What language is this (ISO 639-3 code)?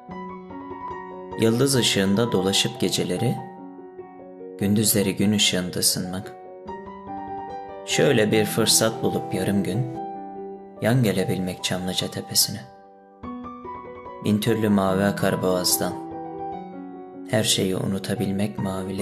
tur